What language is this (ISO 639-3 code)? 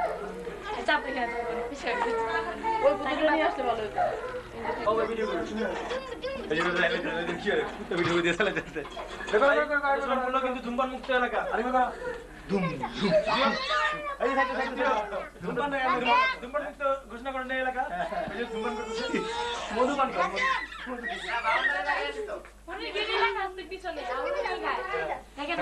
ben